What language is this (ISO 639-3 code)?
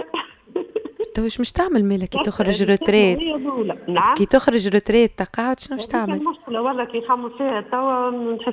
aeb